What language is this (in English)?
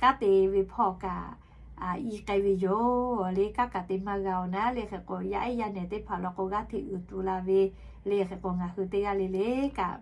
Lahu